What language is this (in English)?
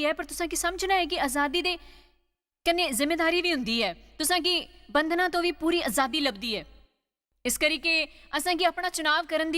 Dogri